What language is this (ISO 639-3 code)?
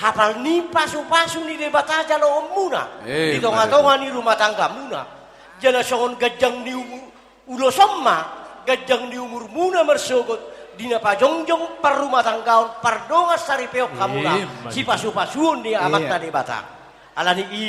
bbc